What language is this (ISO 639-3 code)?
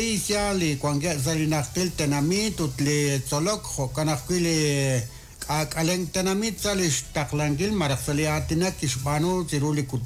kek